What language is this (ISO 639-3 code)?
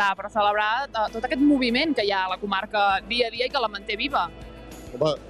cat